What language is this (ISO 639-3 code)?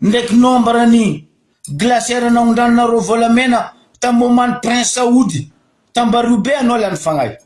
mlg